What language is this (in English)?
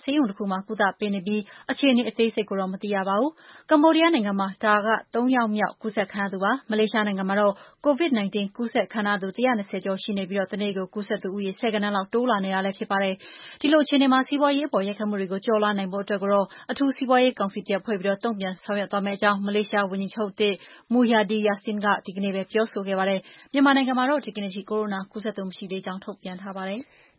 Burmese